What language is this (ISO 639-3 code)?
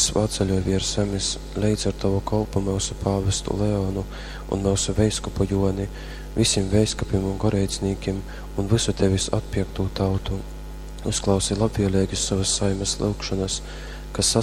ltg